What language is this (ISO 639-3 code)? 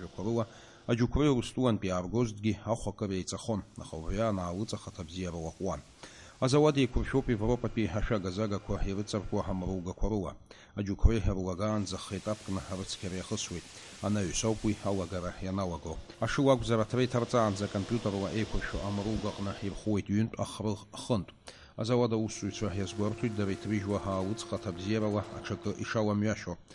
abk